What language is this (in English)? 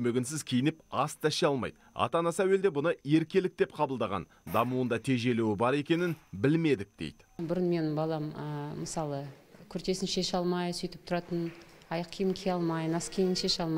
Kazakh